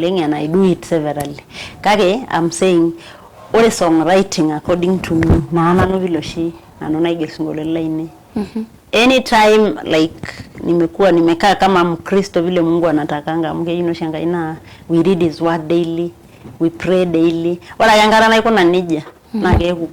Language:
Masai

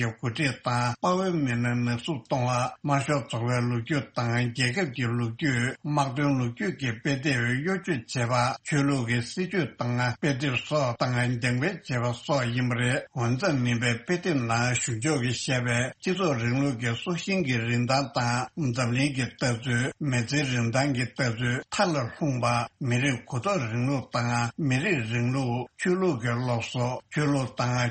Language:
Tibetan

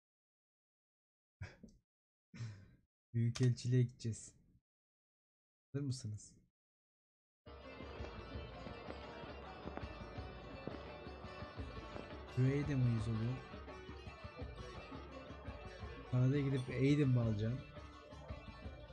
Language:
Turkish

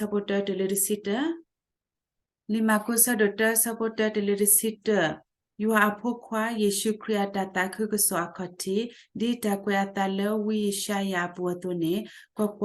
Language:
S'gaw Karen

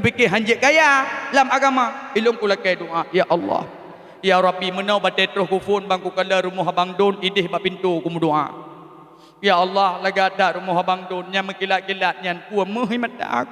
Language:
Achinese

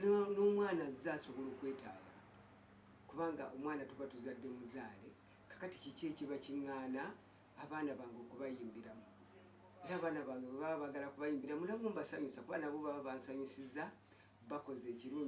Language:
Ganda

